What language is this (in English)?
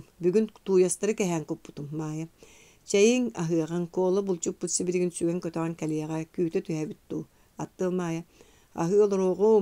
Yakut